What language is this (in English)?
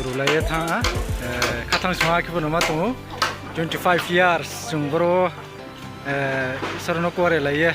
Riang (India)